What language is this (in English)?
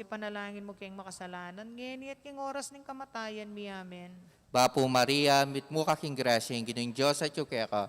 Pampanga